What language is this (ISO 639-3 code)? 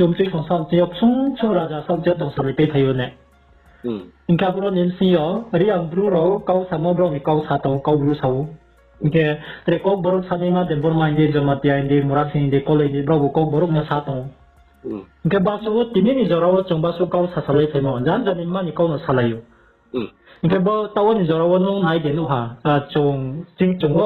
ria